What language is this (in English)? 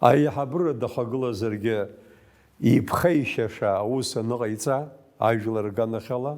Abkhazian